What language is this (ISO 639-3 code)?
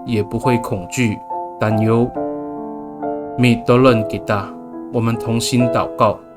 ami